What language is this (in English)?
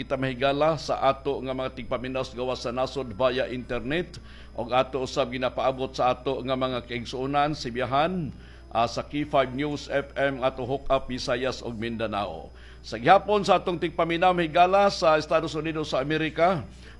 Cebuano